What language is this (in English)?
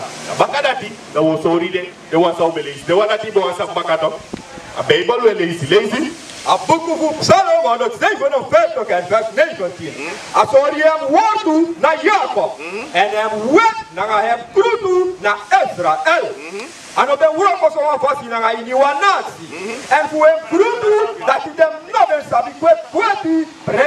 Sranan Tongo